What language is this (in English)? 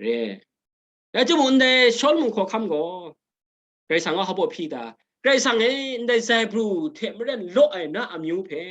Kachin